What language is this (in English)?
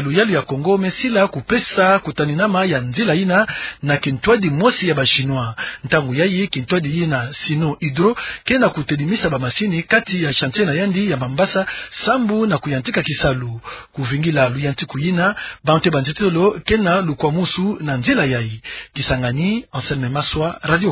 Kituba (Democratic Republic of Congo)